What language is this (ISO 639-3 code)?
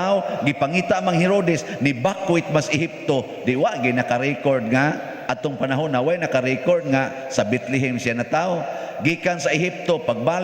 ceb